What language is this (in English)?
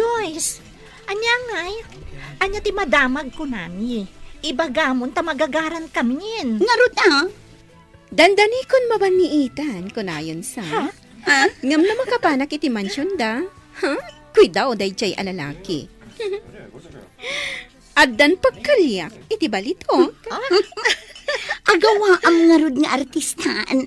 Iloko